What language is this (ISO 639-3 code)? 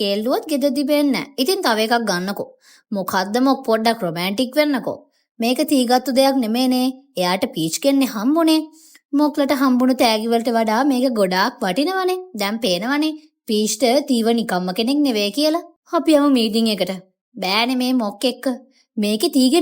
sin